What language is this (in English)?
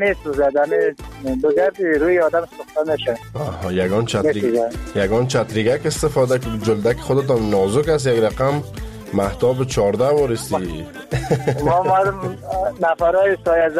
Persian